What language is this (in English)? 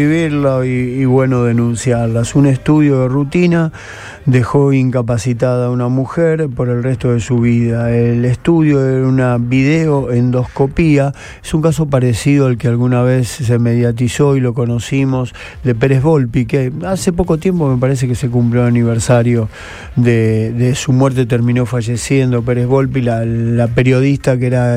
Spanish